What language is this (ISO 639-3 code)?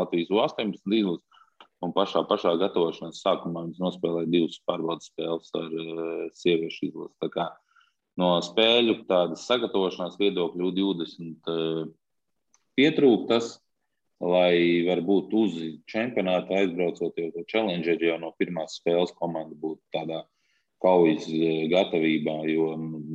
lav